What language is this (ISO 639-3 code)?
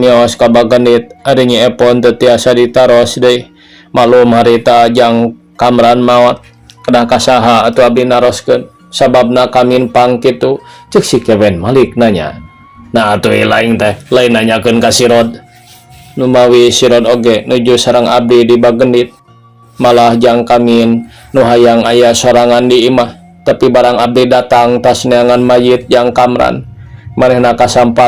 sun